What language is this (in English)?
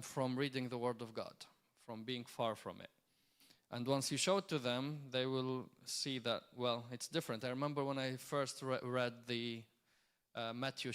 English